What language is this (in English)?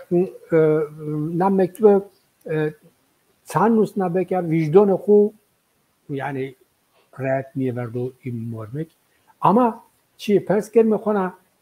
Zaza